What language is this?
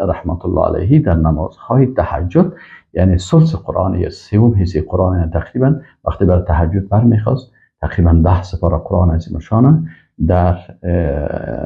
Persian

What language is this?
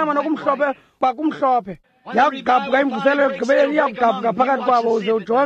Xhosa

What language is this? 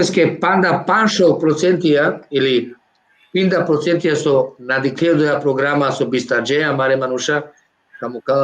Balkan Romani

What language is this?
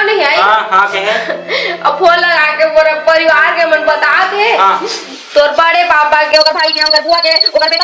Chhattisgarhi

